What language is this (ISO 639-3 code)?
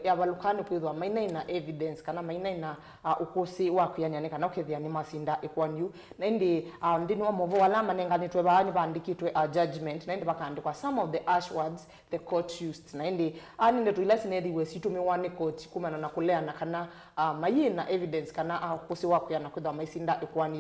kam